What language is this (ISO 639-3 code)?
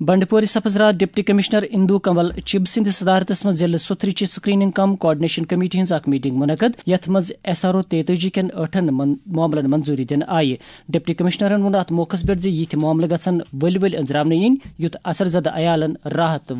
kas